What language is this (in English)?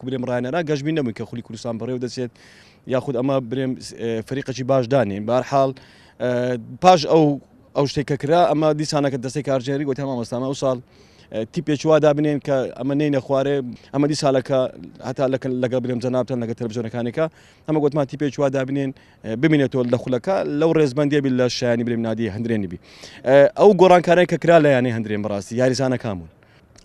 Central Kurdish